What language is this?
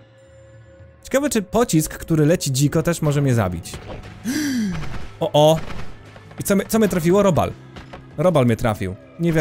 Polish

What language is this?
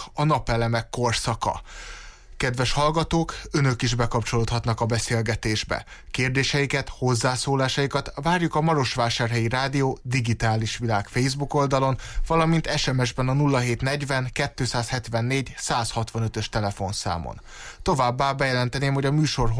Hungarian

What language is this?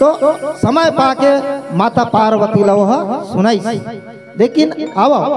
Chhattisgarhi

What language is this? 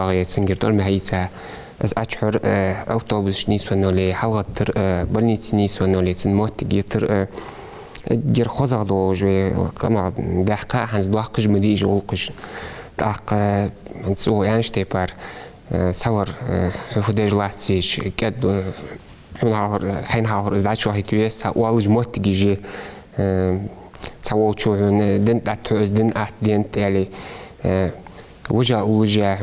Ingush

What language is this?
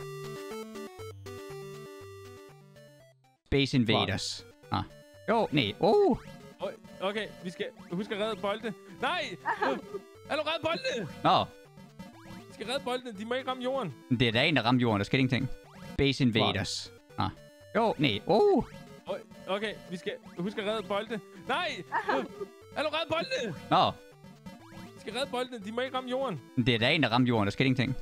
Danish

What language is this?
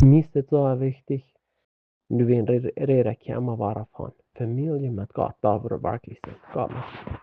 Plautdietsch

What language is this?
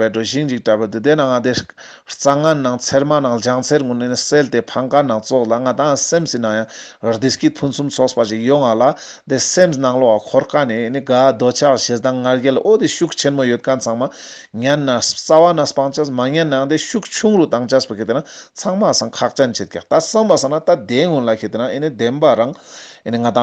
Ladakhi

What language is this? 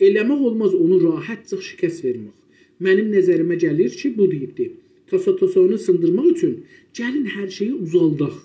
South Azerbaijani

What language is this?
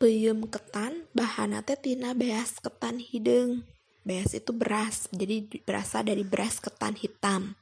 Sundanese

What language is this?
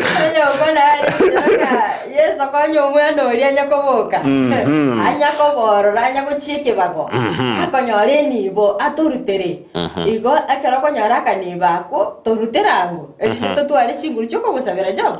Gusii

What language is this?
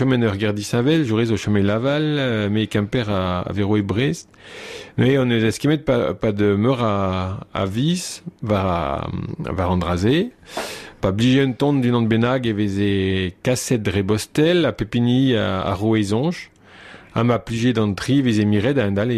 Breton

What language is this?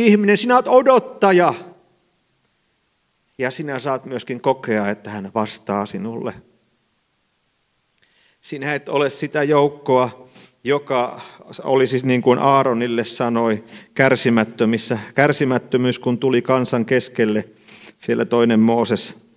Finnish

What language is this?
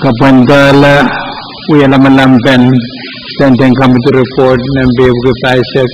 Pohnpeian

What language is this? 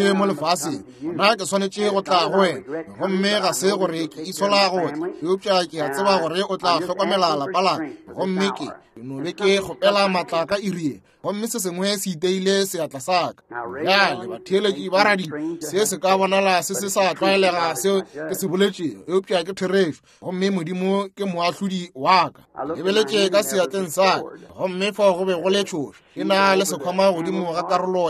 Northern Sotho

